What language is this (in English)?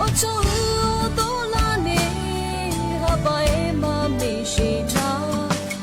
Lahu